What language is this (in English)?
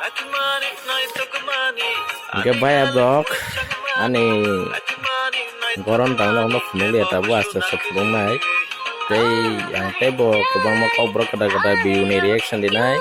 Kok Borok